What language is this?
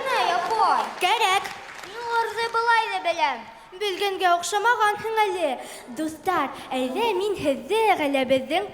Bashkir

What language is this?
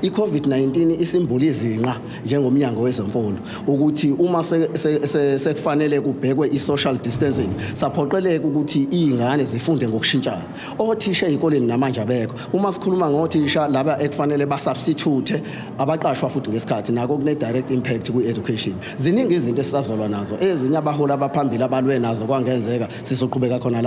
Zulu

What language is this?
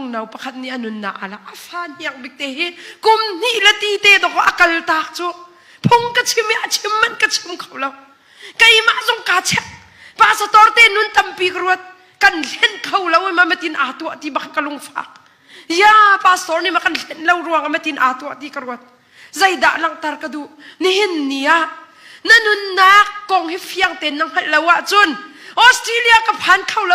Hakha Chin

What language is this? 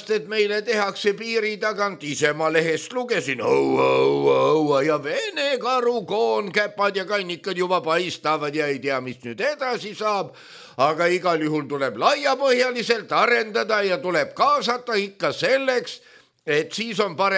Estonian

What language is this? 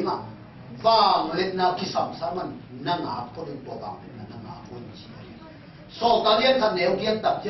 Tedim Chin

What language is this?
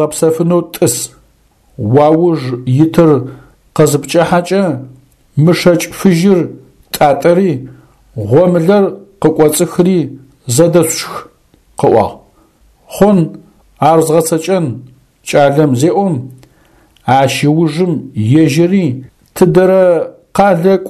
Adyghe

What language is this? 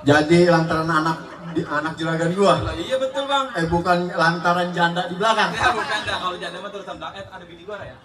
Betawi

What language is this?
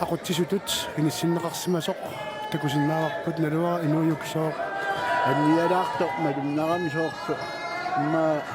Kalaallisut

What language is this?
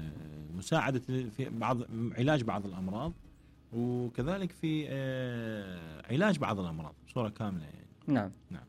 Mesopotamian Arabic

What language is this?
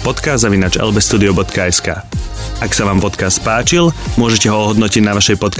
Slovak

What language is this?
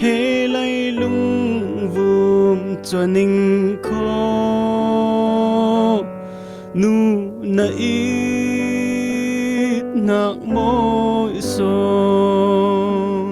Falam Chin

